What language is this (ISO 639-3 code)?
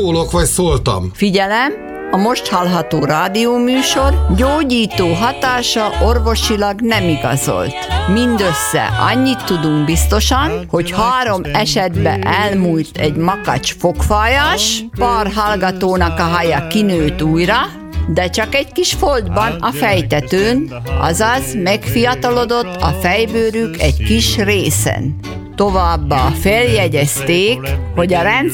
hun